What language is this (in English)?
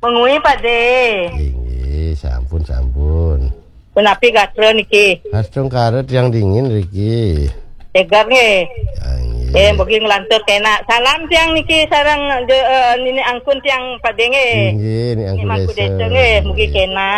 Balinese